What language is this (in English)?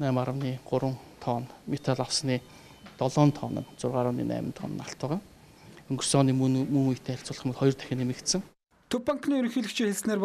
Mongolian